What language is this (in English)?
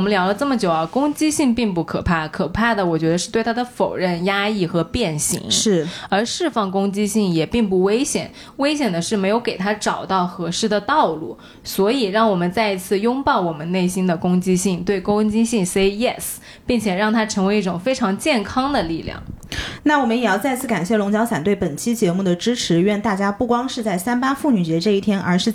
Chinese